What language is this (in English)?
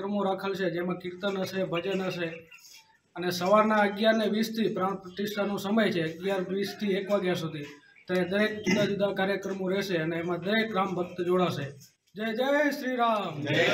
Gujarati